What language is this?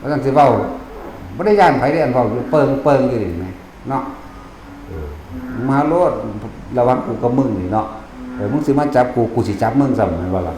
Northeastern Thai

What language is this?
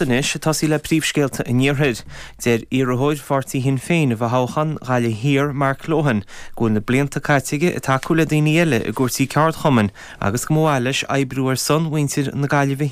Irish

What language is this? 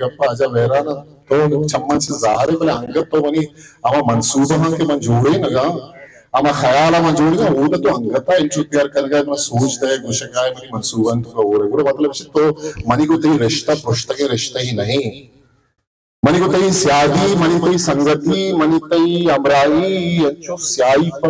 Baluchi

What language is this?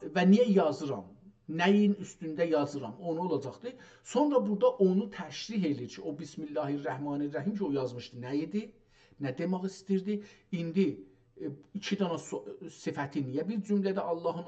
South Azerbaijani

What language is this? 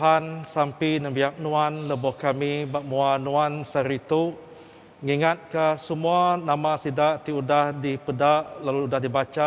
Iban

